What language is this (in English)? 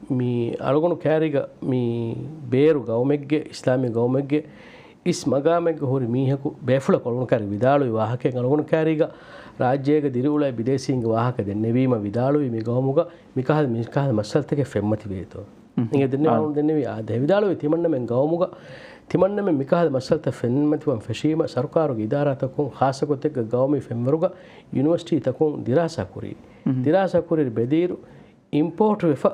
Divehi